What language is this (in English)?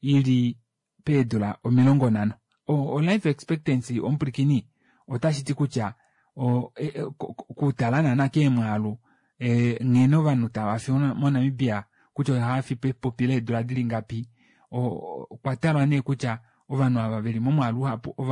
Kuanyama